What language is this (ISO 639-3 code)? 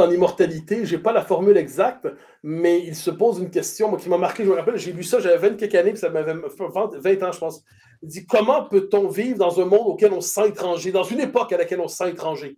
fra